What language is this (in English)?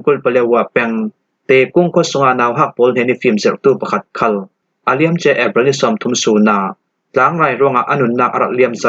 Falam Chin